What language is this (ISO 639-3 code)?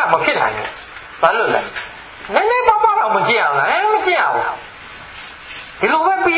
mya